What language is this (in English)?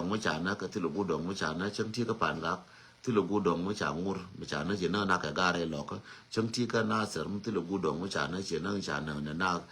Nuer